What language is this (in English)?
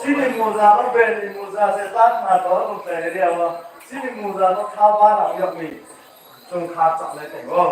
Riang (India)